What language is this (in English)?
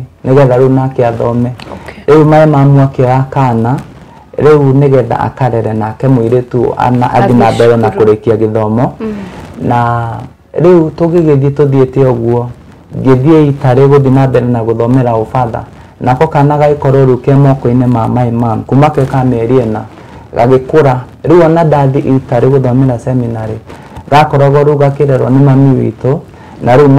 Kikuyu